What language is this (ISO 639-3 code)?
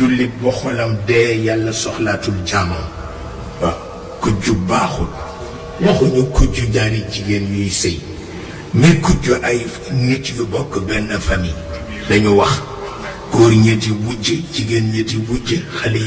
wol